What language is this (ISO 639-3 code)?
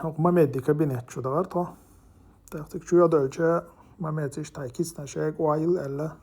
che